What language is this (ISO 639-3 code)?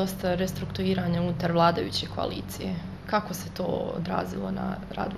bos